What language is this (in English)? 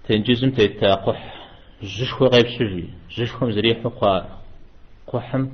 Kabardian